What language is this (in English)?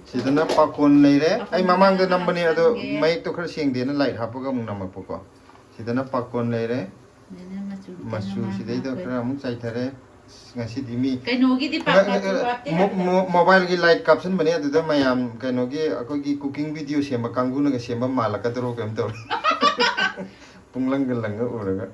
Manipuri